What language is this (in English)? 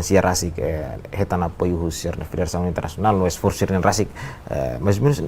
Tetum